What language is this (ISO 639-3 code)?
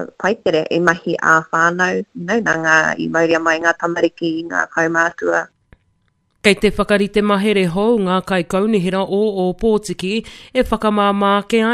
mri